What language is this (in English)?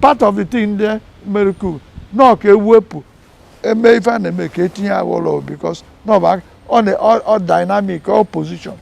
Igbo